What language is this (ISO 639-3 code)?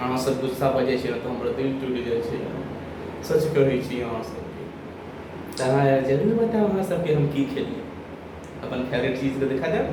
mai